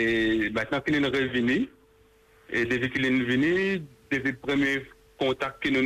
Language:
Morisyen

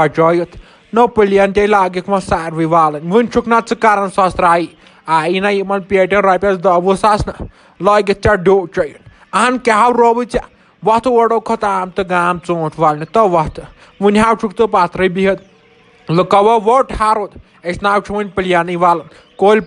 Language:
Kashmiri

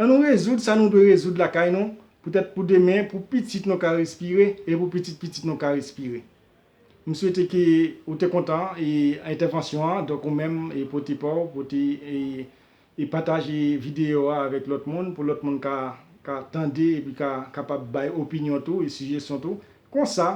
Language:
Haitian Creole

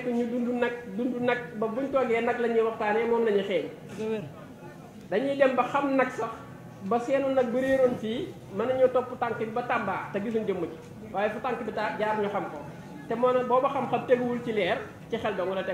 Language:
Wolof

